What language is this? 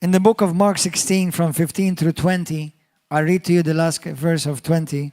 English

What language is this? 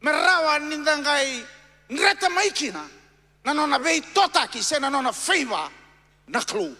Fijian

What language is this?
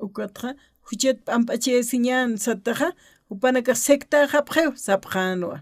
Aymara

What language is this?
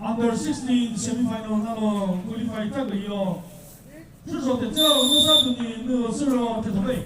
Chokri Naga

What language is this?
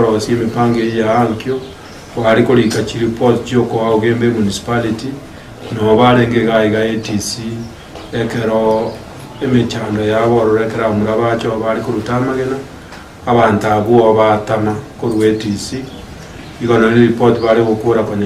Gusii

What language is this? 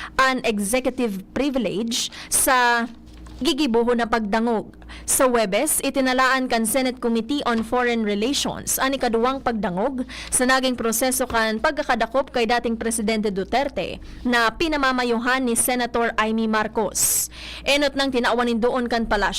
Bikol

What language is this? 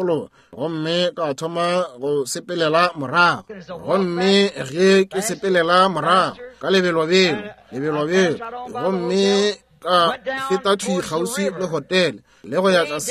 Northern Sotho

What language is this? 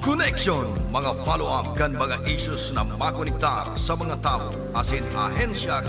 Bikol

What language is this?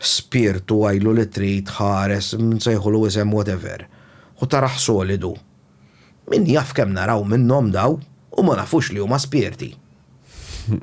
Maltese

